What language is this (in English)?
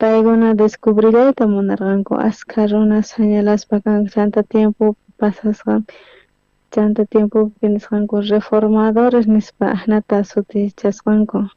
South Bolivian Quechua